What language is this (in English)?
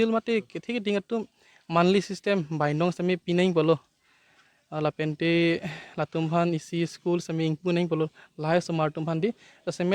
Karbi